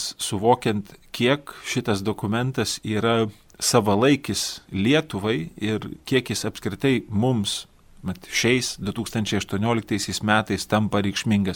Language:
Lithuanian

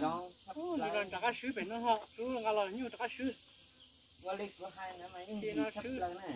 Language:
Hmong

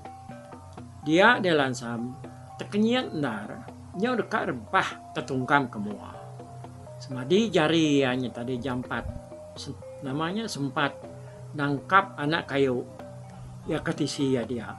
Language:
Iban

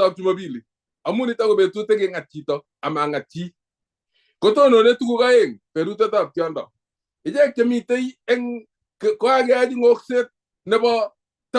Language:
Kalenjin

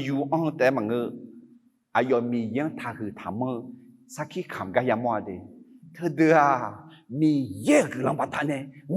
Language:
Akha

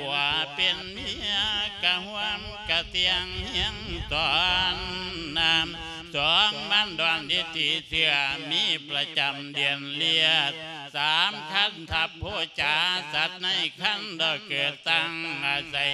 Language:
Lao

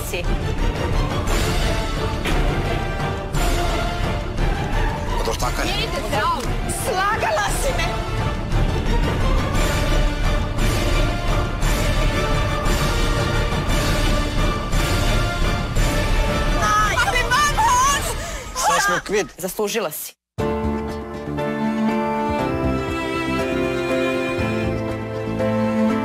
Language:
Serbian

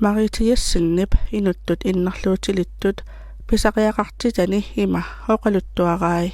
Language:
Kalaallisut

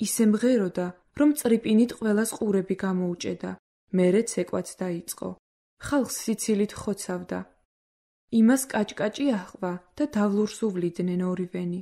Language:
Georgian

